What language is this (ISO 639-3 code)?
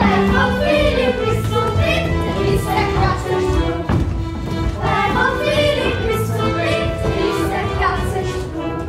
gsw